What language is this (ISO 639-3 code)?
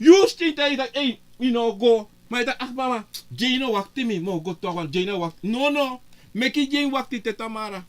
srn